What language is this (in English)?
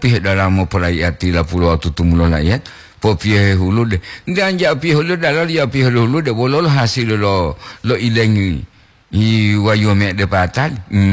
Gorontalo